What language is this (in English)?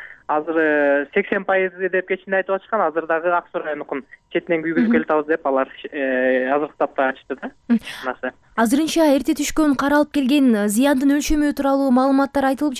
Kyrgyz